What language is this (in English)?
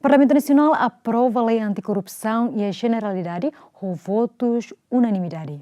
Tetum